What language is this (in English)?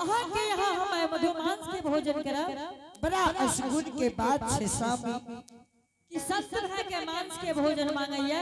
Angika